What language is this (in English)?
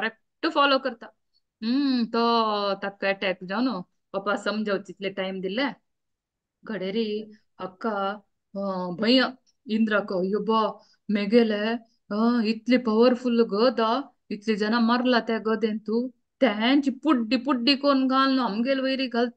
Konkani